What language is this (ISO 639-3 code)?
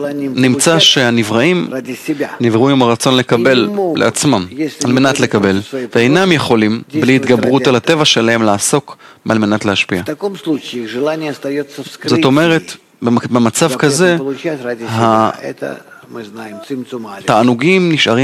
heb